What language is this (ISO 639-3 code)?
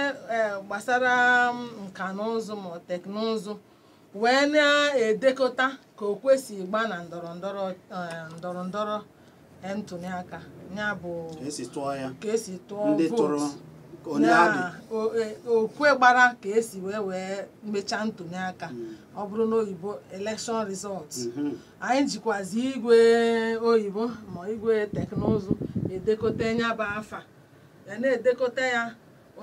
ibo